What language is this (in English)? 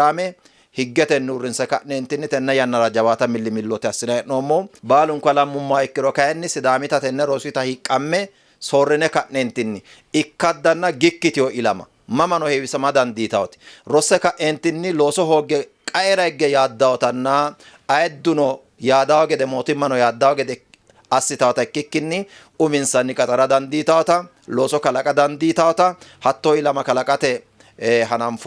Sidamo